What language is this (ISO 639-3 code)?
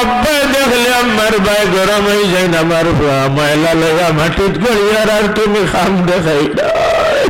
syl